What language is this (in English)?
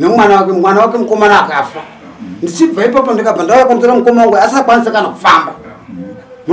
Shona